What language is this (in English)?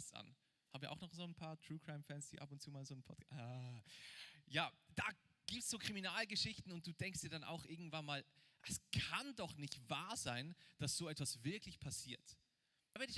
Swiss German